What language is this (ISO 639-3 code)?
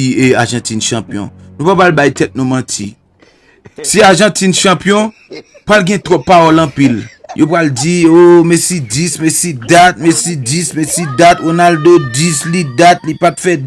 hat